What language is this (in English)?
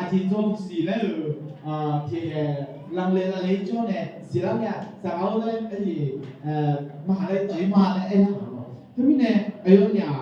Akha